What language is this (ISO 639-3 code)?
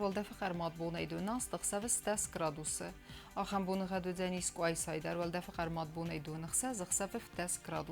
oss